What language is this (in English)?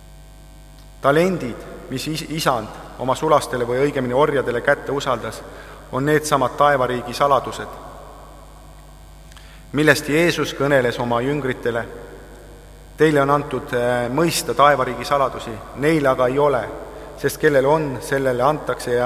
Estonian